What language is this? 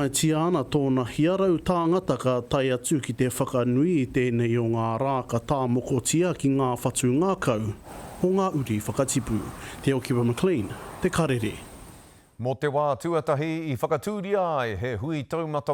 Māori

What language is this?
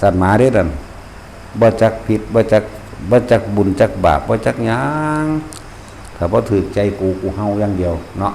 Northeastern Thai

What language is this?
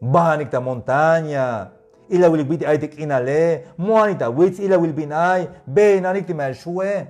Tzeltal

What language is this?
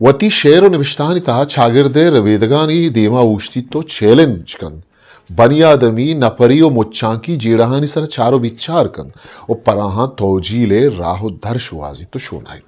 Eastern Balochi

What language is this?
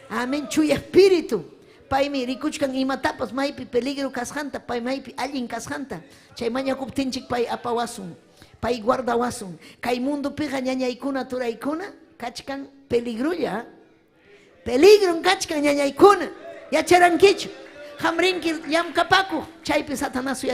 Ayacucho Quechua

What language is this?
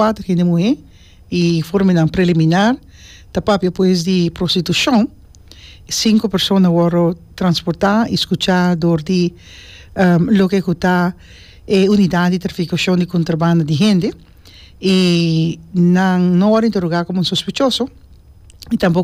Papiamento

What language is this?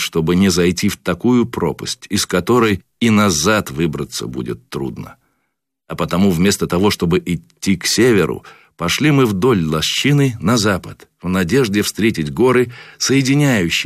Russian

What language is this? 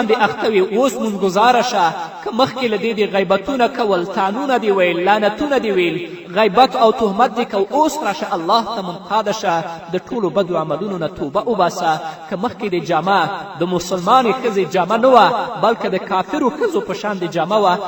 Pashto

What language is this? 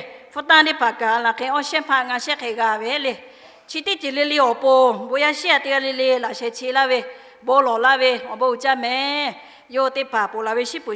Lahu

